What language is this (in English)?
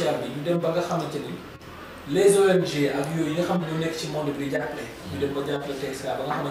Wolof